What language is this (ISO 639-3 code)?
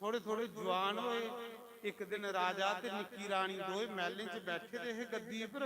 doi